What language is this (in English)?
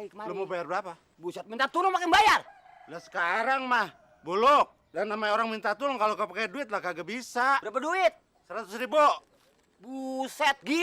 Betawi